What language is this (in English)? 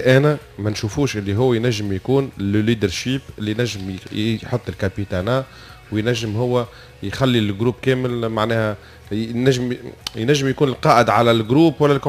Tunisian Arabic